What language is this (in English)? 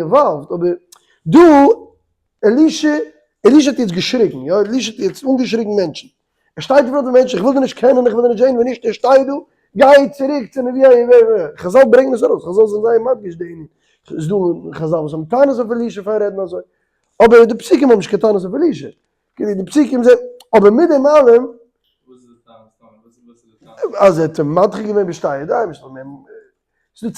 Yiddish